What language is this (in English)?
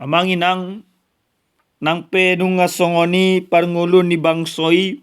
Batak Toba